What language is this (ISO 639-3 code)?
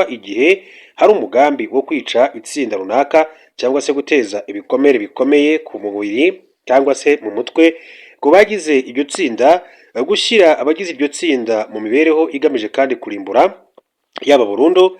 kin